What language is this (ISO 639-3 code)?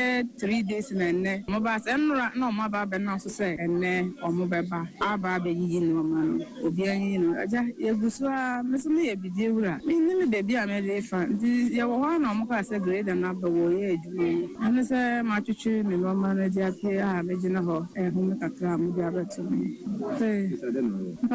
aka